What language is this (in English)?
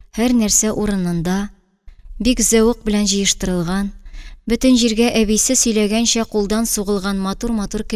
Tatar